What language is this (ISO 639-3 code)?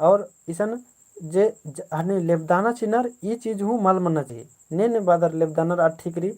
kru